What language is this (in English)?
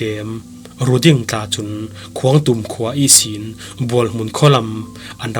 Falam Chin